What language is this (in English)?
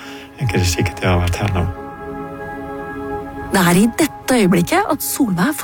Norwegian